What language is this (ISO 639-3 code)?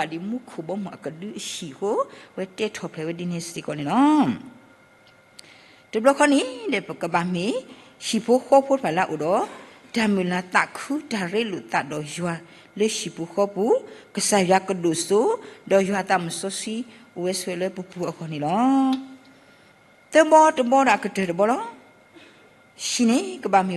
ksw